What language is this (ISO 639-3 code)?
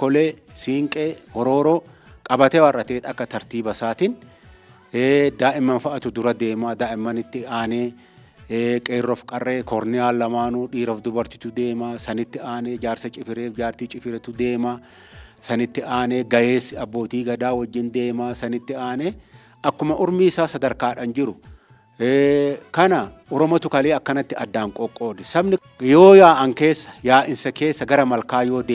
orm